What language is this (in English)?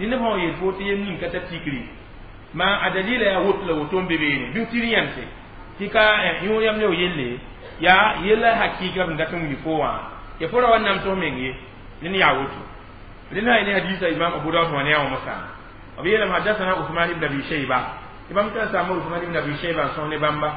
Mossi